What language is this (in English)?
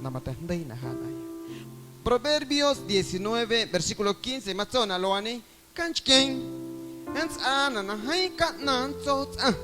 Guerrero Amuzgo